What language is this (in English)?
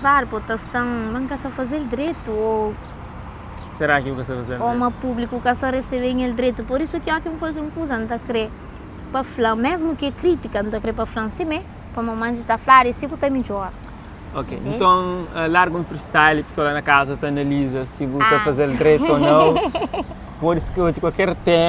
Kabuverdianu